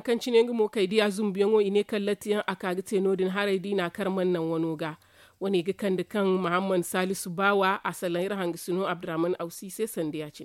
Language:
Zarma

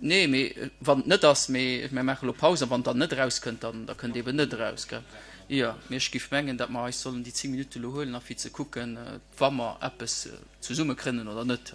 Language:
Luxembourgish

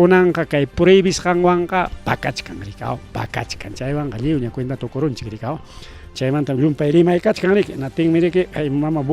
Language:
Ayacucho Quechua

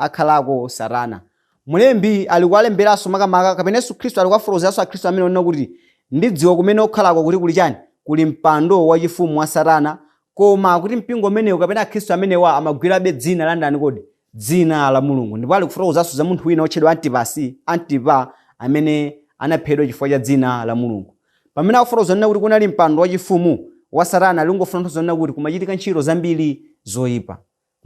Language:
Nyanja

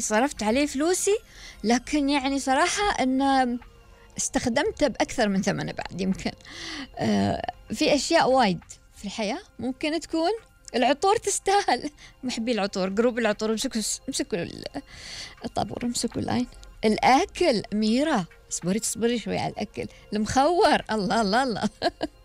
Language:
Gulf Arabic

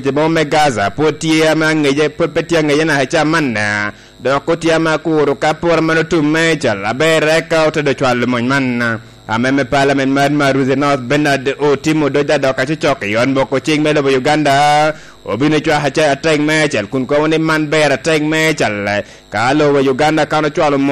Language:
Lango (Uganda)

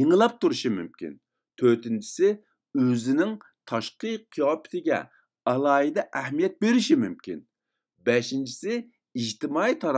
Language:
Uyghur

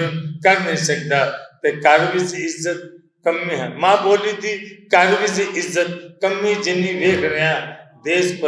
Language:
Western Panjabi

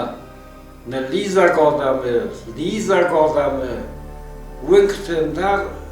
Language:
Ossetic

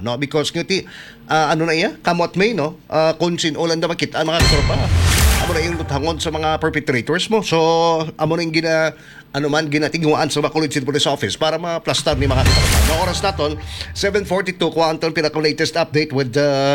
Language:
Hiligaynon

